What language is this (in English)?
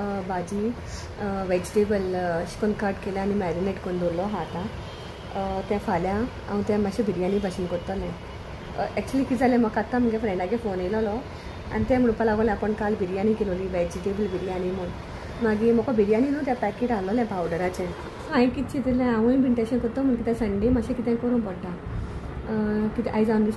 Konkani